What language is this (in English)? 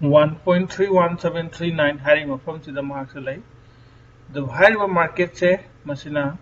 Manipuri